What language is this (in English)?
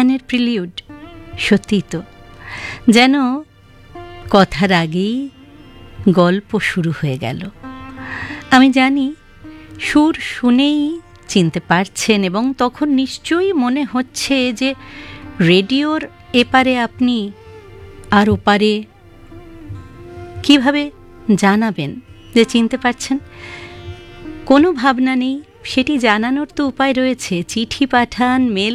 Bangla